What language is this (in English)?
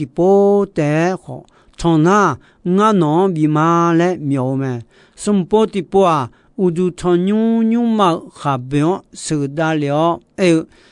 Akha